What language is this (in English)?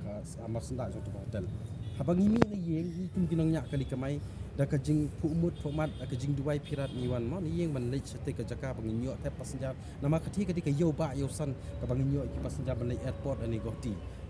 Khasi